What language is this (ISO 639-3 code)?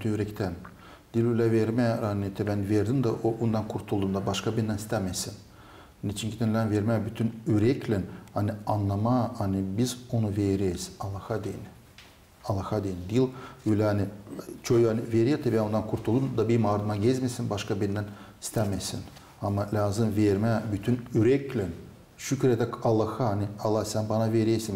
gag